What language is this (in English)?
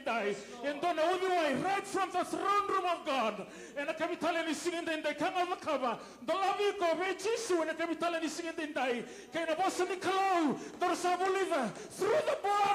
Fijian